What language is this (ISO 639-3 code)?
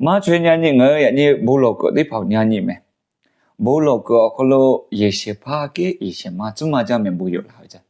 lhu